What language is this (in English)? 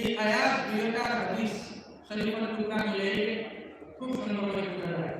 Sylheti